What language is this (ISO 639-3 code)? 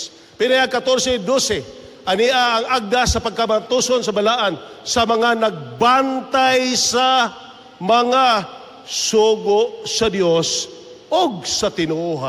ceb